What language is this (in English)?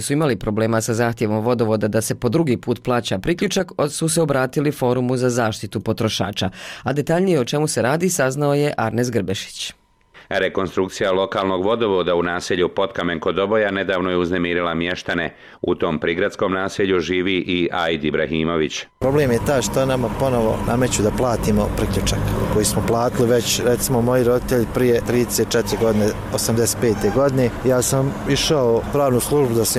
Bosnian